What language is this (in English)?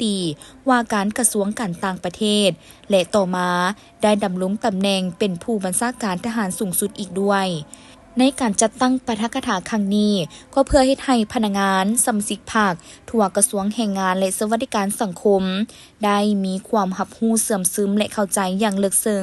Lao